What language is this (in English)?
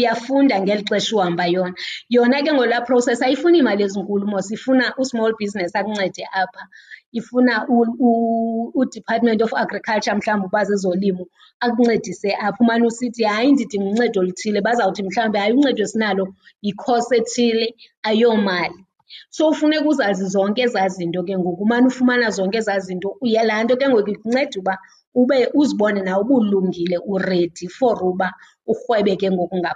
Xhosa